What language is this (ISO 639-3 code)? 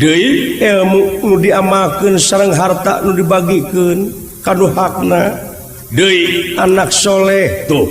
sun